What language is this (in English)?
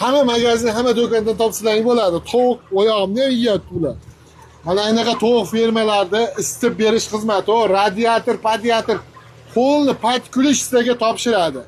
Uzbek